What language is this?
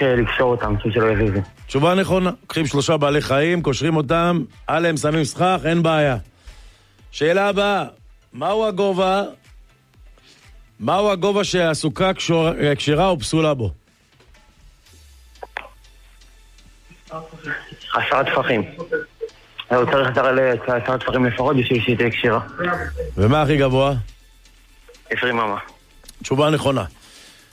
Hebrew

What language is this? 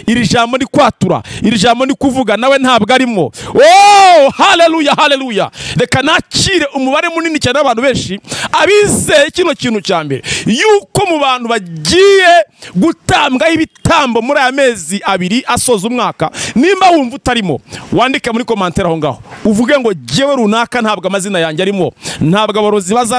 Kinyarwanda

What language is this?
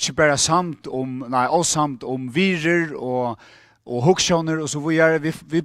Faroese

